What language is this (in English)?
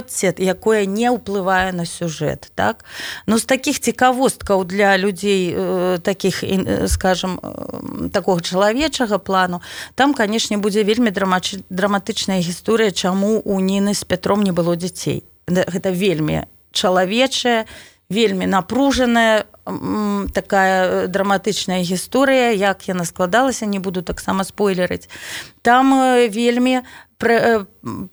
Belarusian